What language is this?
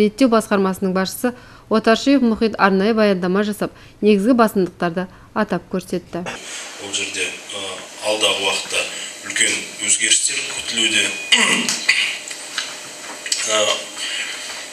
Kazakh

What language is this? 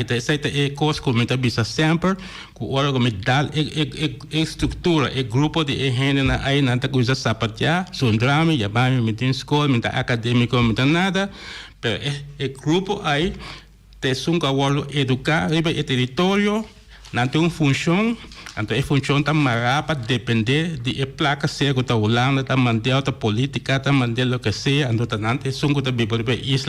Papiamento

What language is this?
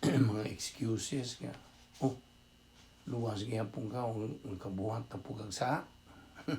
Cebuano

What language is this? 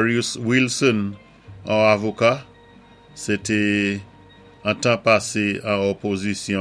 Saint Lucian Creole French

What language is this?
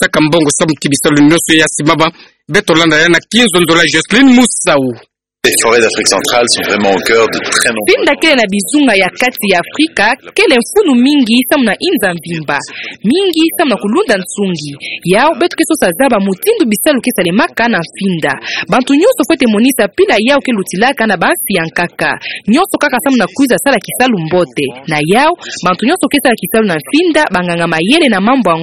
Kituba (Democratic Republic of Congo)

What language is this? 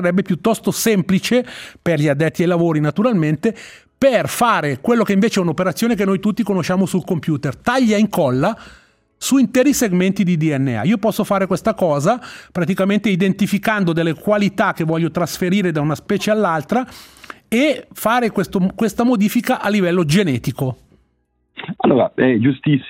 Italian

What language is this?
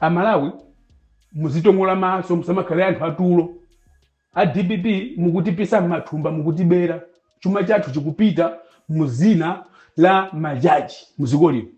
Nyanja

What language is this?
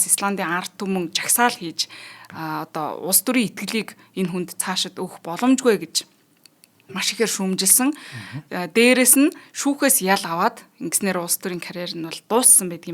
Mongolian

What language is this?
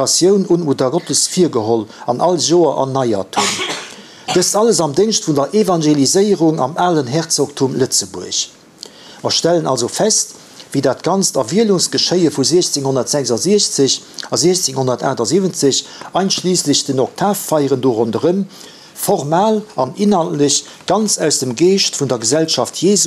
Luxembourgish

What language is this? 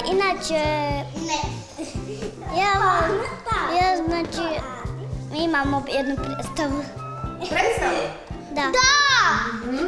Croatian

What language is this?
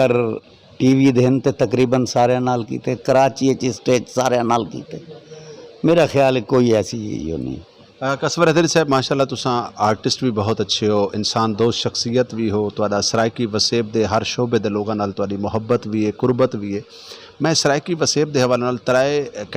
Saraiki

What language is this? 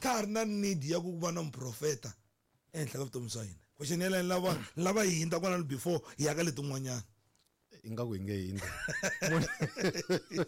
Tsonga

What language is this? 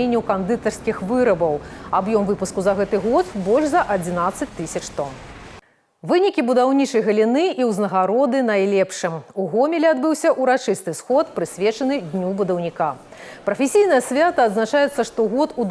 Belarusian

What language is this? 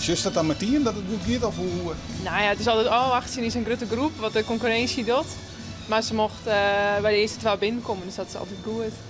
Western Frisian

